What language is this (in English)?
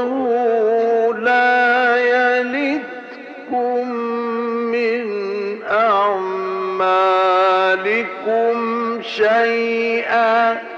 Arabic